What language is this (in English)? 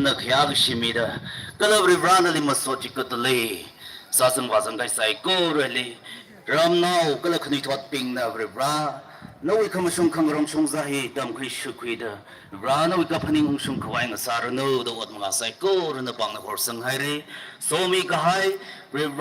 Tangkhul Naga (India)